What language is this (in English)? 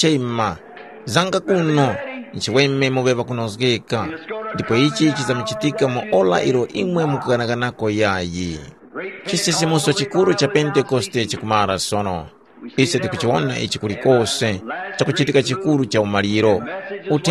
Tumbuka